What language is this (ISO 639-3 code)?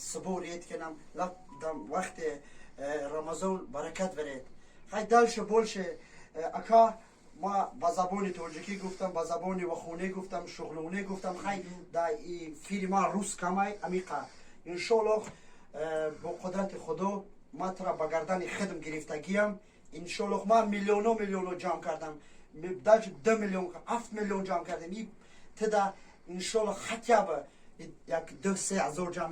tgk